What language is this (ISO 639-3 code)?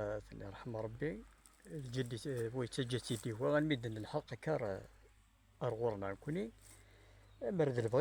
kab